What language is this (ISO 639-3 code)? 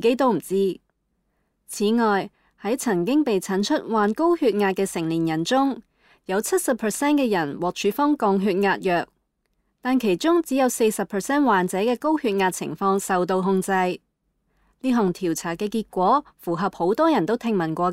yue